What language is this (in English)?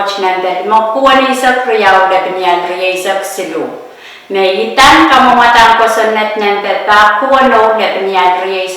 Pohnpeian